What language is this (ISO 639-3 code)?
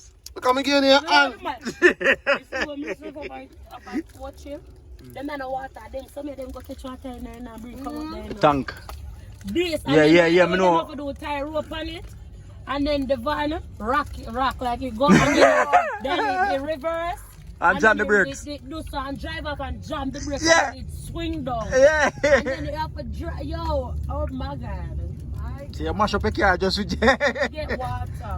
jam